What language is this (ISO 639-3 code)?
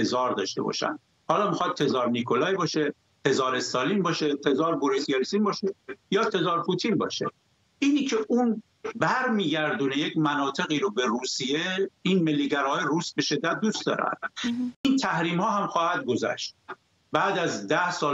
fas